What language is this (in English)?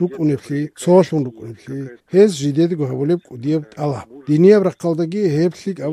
Avaric